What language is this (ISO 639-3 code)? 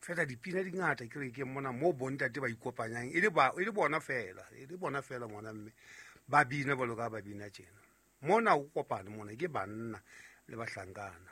sot